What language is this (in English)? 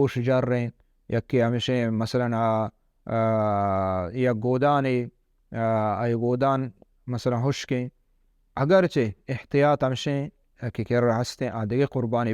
Baluchi